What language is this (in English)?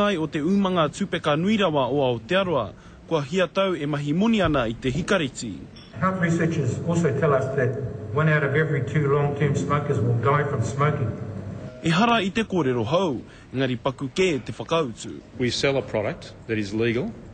Māori